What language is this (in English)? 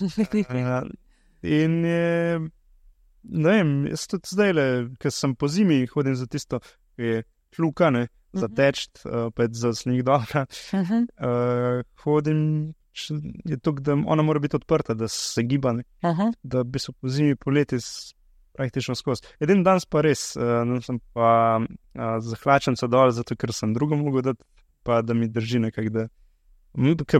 Slovenian